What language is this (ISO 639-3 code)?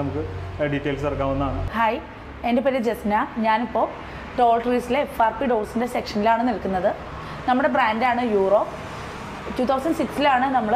mal